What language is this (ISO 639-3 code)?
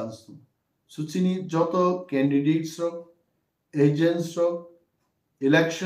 trp